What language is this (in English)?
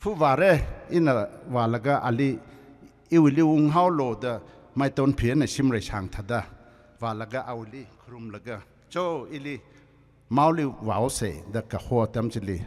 Tangkhul Naga (India)